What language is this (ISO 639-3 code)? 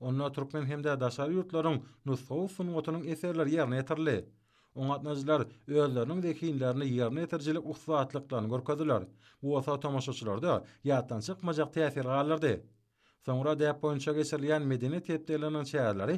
tuk